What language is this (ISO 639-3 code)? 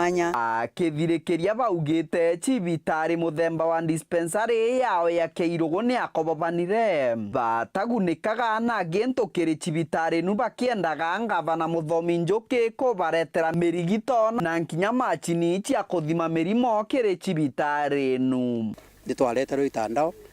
mer